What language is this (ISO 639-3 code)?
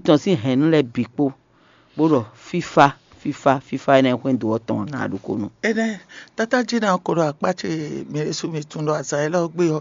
fon